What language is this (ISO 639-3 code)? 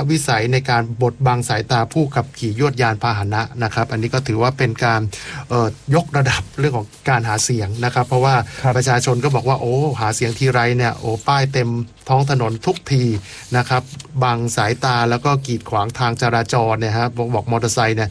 tha